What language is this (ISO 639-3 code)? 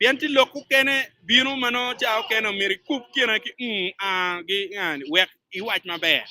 ach